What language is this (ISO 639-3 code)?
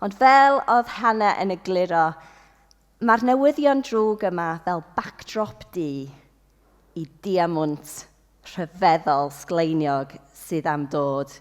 cym